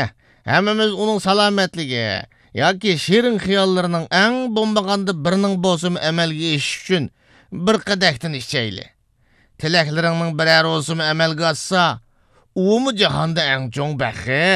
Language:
Uyghur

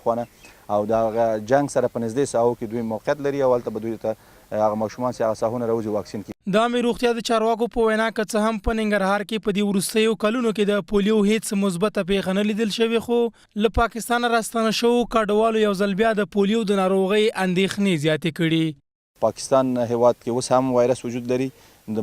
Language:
Pashto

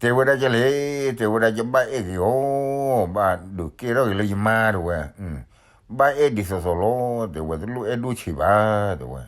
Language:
S'gaw Karen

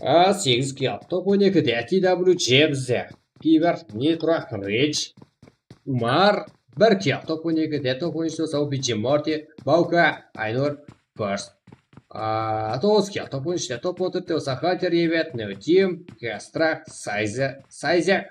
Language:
Kara-Kalpak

